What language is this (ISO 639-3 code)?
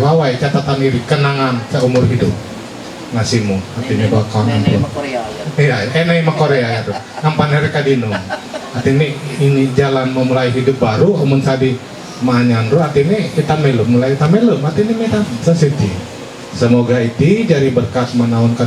mhy